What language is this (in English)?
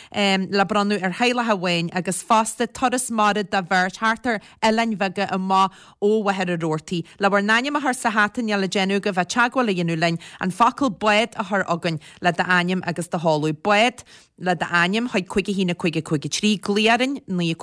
Irish